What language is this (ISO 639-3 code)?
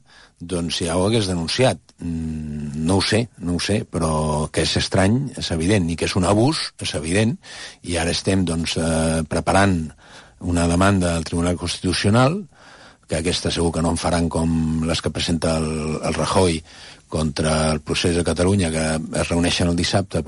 cat